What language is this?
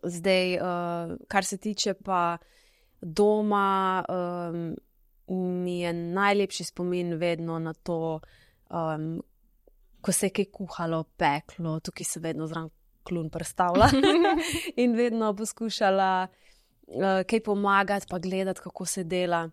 Slovenian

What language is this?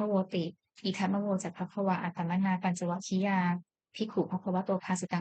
Pali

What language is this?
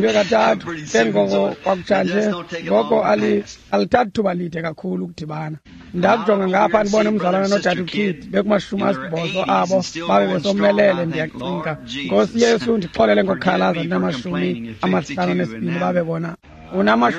Xhosa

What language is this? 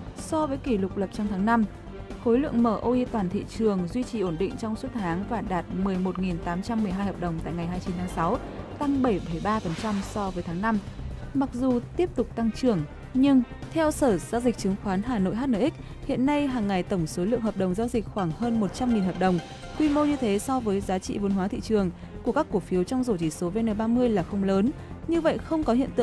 Vietnamese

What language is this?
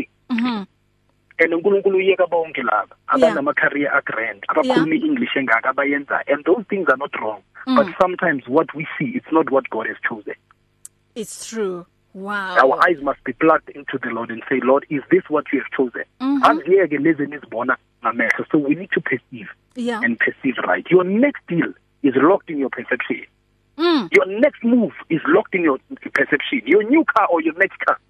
English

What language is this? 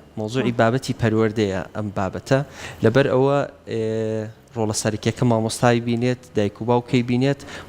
Central Kurdish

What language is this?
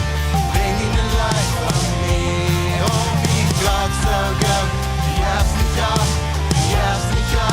Plautdietsch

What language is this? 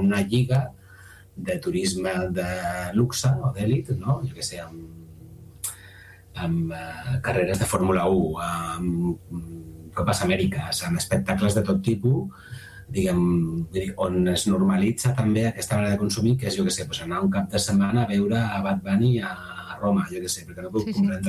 Catalan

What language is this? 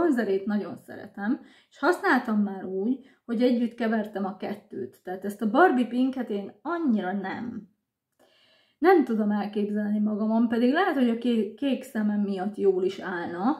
Hungarian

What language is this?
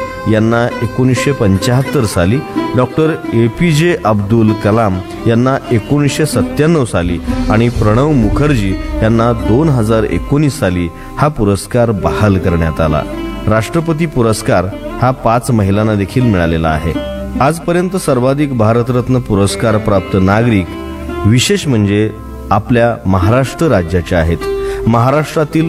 Marathi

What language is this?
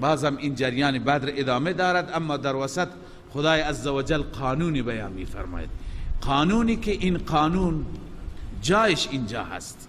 Persian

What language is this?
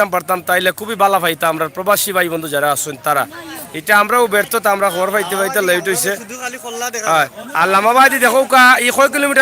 Sylheti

